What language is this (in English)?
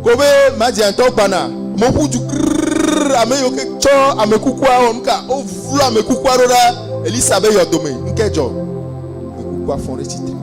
Ewe